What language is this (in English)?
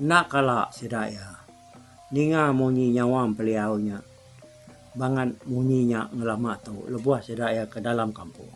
Iban